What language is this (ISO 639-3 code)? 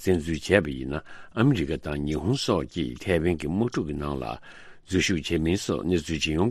bod